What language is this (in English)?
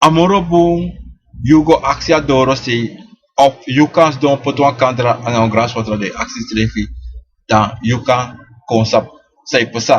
Sranan Tongo